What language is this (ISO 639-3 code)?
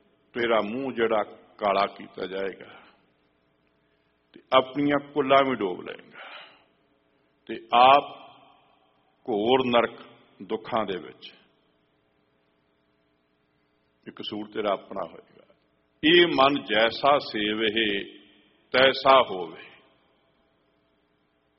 pan